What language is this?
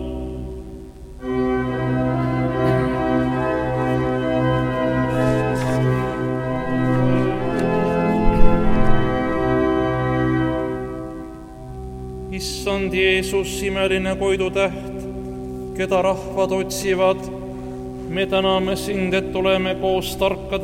Estonian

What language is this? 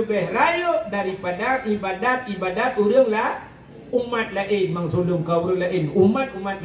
Achinese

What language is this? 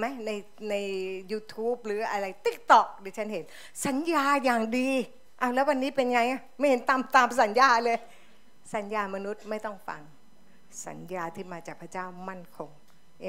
Thai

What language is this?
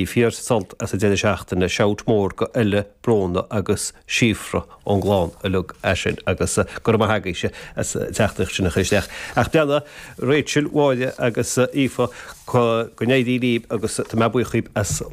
Irish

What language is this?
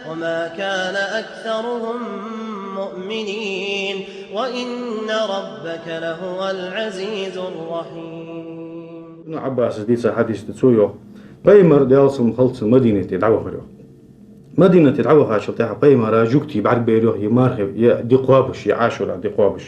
Ingush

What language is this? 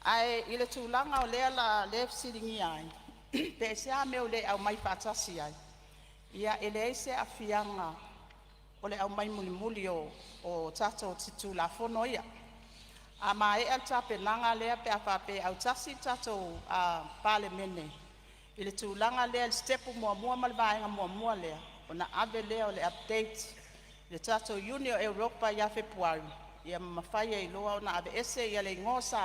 Samoan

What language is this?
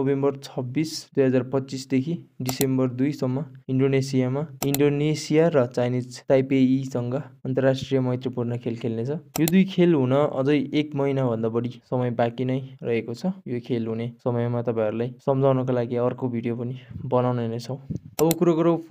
Nepali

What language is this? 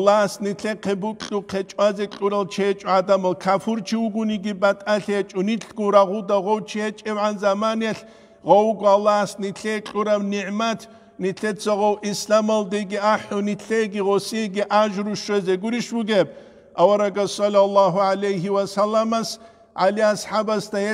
Avaric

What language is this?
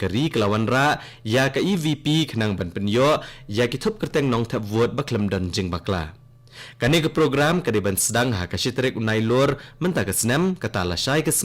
Khasi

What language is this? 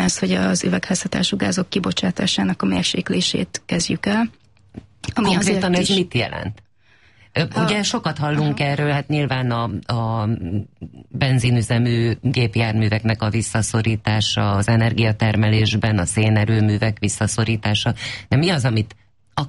Hungarian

